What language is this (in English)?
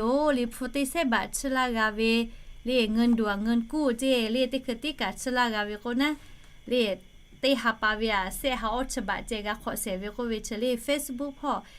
Lahu